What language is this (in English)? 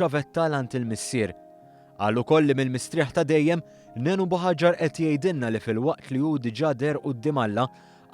Maltese